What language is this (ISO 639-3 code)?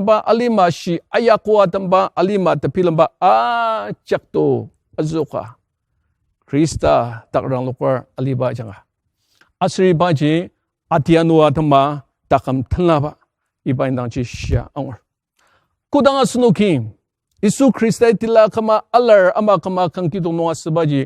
njo